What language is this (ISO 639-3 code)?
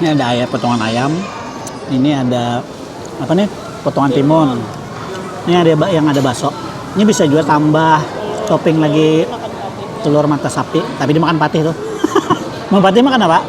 bjn